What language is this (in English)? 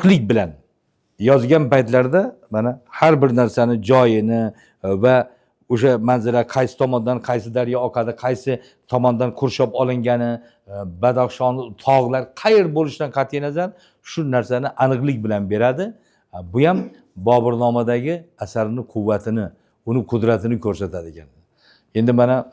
Uzbek